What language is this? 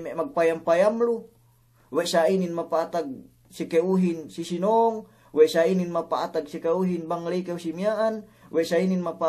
Yakan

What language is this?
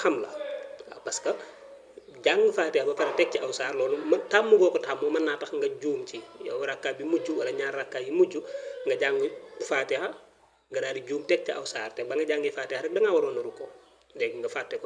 Wolof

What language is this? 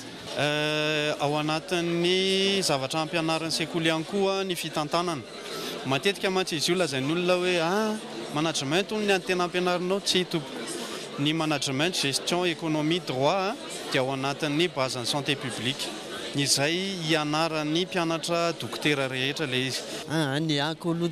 Malagasy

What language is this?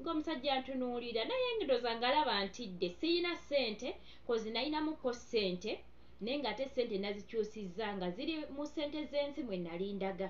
Ganda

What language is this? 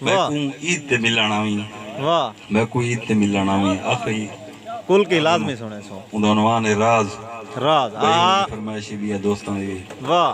Saraiki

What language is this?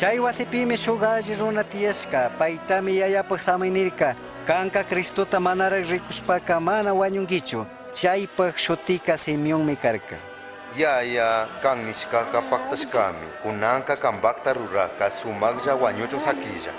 Chimborazo Highland Quichua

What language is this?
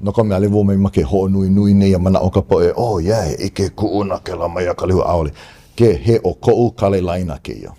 Hawaiian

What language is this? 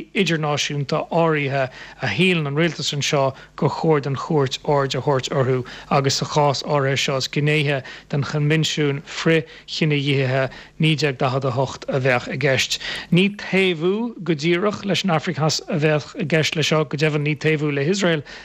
Irish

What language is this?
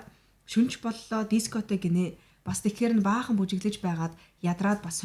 Mongolian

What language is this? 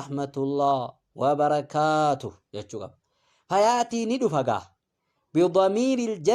Oromo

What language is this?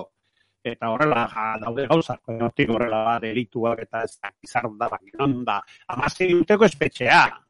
Basque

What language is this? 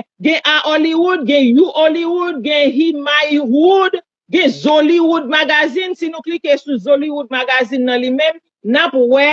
Haitian Creole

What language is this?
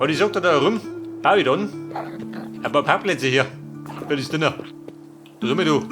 Bavarian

